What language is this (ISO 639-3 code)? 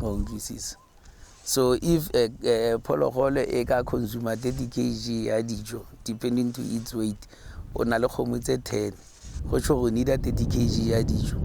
tsn